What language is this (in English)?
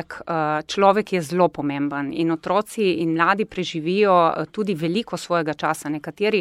Slovenian